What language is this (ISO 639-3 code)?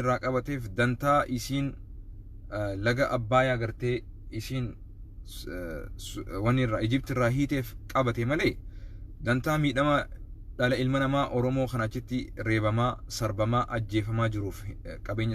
orm